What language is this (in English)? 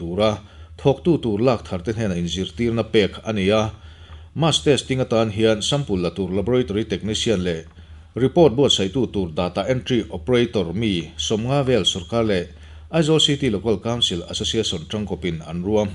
Mizo